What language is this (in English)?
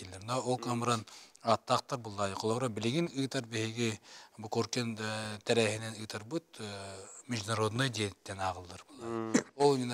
Yakut